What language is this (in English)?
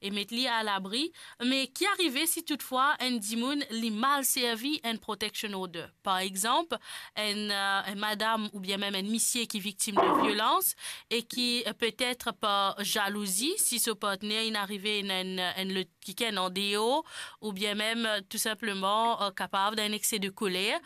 Morisyen